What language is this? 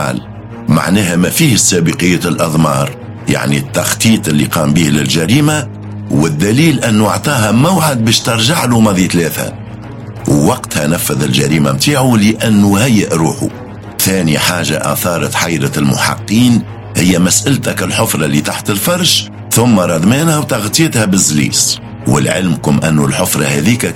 Tunisian Arabic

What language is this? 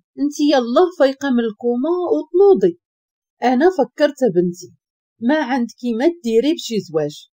Moroccan Arabic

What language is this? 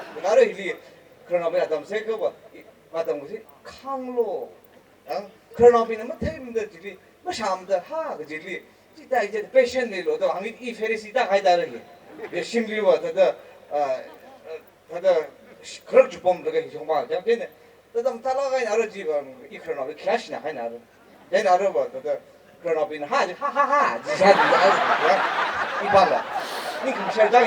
Tangkhul Naga (India)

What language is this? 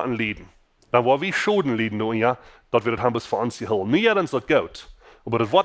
Plautdietsch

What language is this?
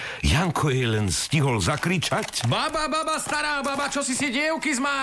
Slovak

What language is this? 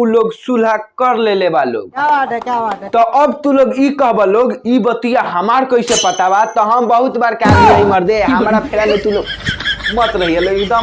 Bhojpuri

